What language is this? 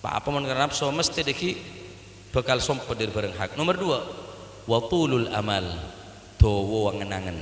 Madurese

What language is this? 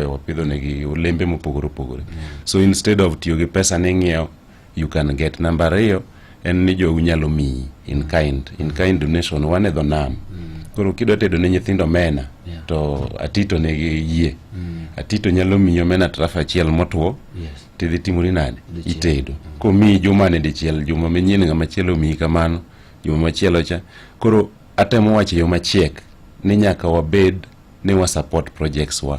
Luo (Kenya and Tanzania)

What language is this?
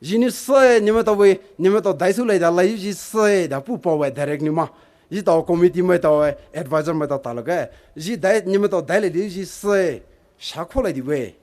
Poumei Naga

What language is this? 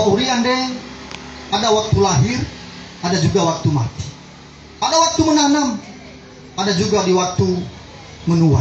Nias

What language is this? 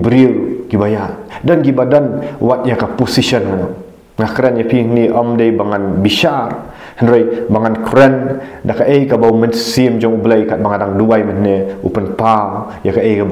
Khasi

